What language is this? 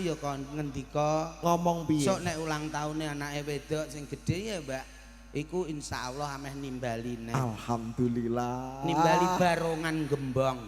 Javanese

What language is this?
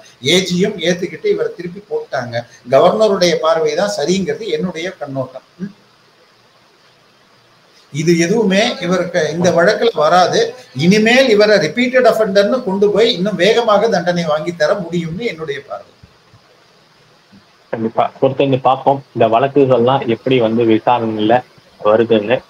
Tamil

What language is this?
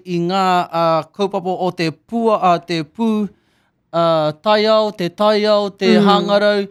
Māori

